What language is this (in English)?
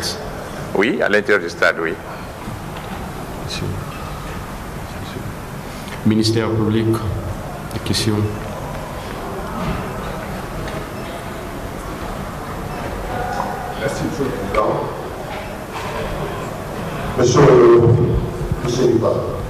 French